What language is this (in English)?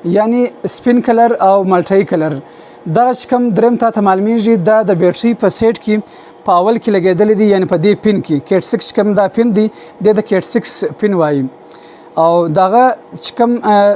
Pashto